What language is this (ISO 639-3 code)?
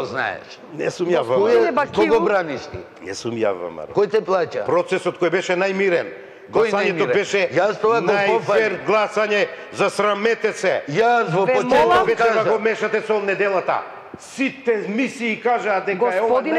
mkd